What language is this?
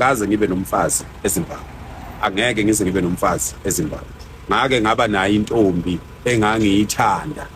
Zulu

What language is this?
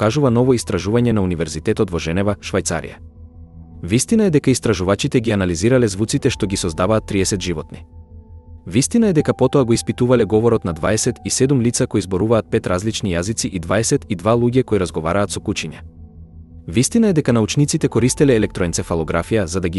Macedonian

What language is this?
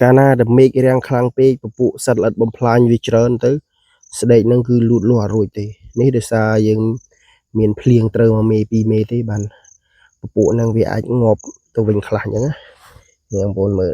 Khmer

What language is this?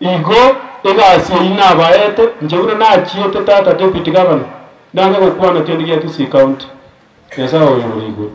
Gusii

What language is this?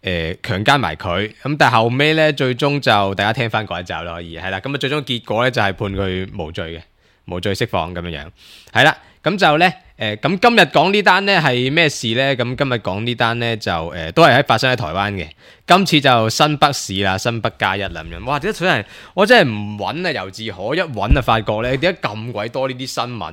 Cantonese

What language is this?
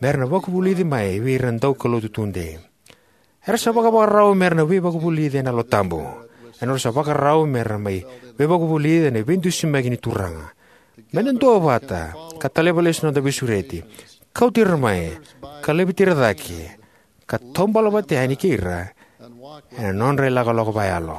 Fijian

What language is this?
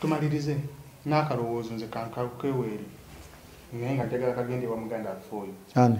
Ganda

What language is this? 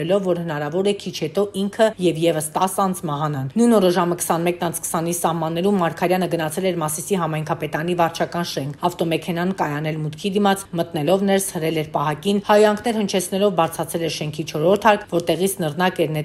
Armenian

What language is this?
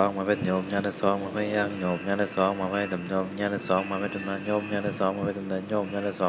Shan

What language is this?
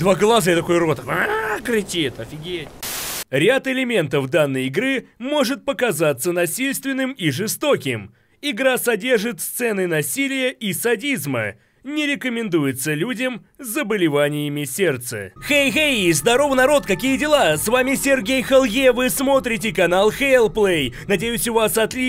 Russian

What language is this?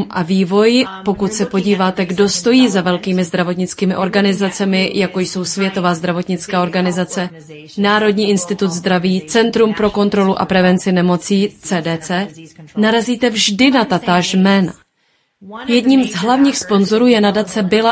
Czech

